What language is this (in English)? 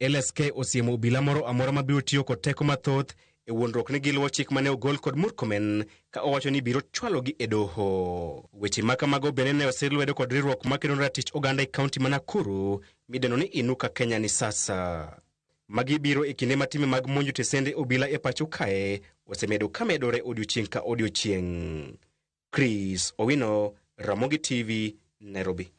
Luo (Kenya and Tanzania)